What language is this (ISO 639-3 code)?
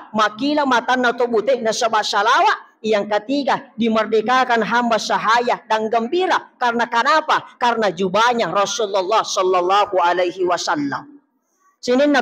bug